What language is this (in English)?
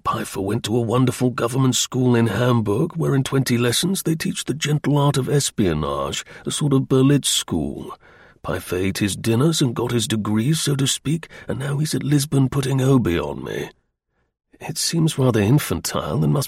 English